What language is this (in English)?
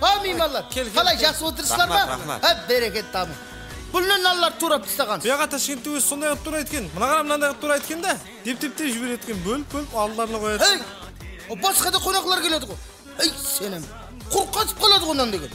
Kara-Kalpak